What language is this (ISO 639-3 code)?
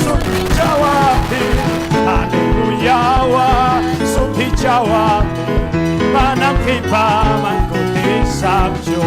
quy